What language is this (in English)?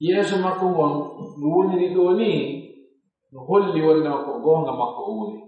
Pular